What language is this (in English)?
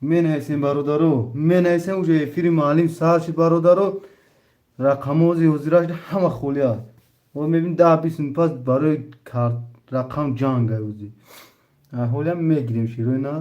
Tajik